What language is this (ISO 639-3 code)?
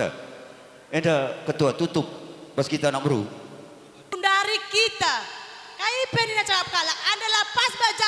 btx